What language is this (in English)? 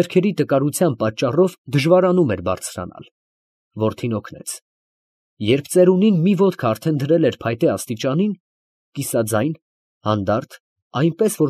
Armenian